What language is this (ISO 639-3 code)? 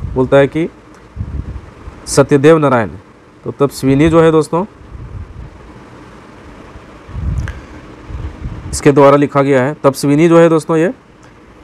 hin